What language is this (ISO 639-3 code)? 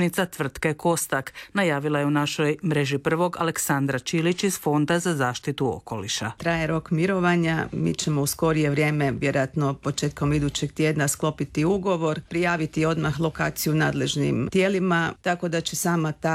hrv